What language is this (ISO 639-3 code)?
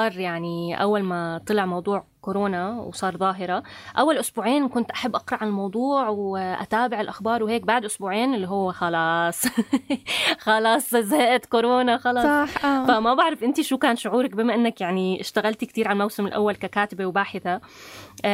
apc